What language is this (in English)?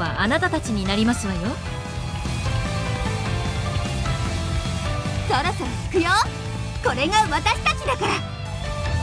Japanese